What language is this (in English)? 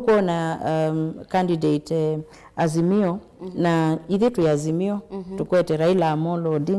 Kamba